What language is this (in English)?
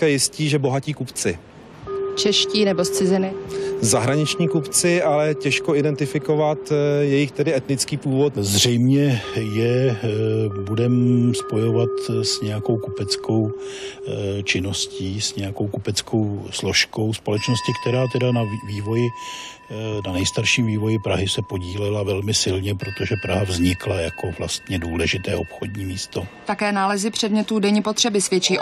Czech